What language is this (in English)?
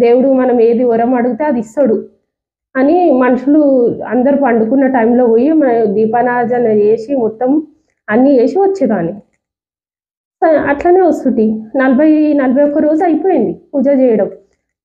Telugu